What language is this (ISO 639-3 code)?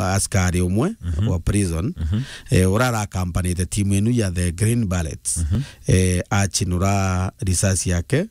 mer